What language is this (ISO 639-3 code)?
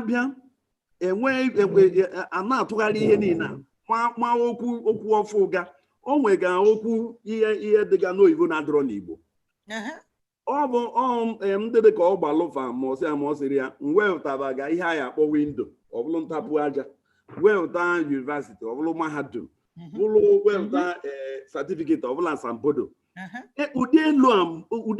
ibo